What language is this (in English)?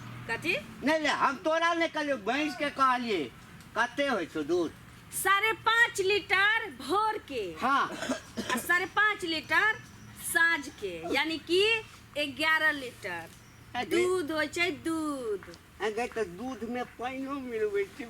Maithili